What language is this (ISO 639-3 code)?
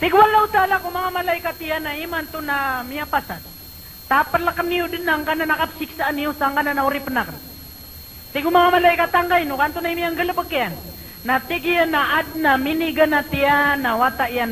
mrw